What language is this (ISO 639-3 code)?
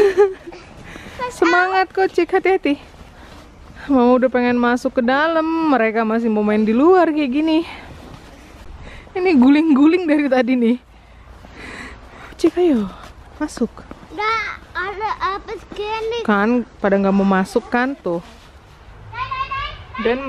ind